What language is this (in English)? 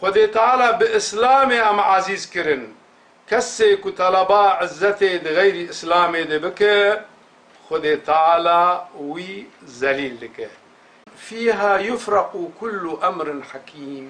Kurdish